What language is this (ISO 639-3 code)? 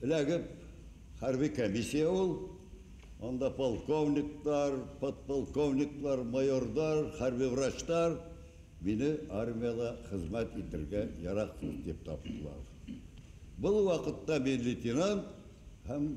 bak